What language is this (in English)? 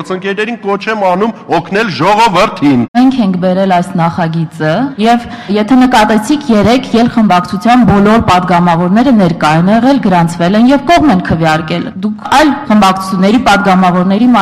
Armenian